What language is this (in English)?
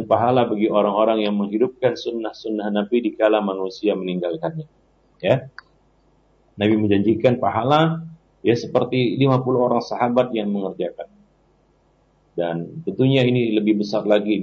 Indonesian